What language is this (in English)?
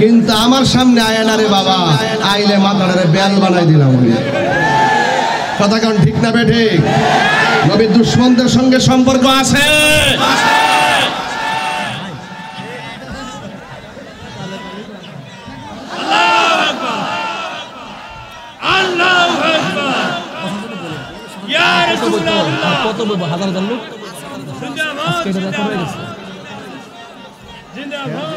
Bangla